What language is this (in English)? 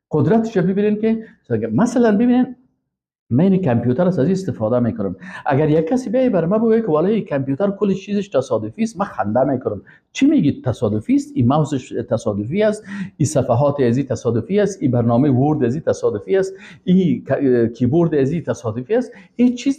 Persian